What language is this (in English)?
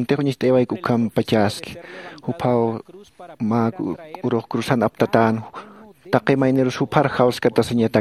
Aymara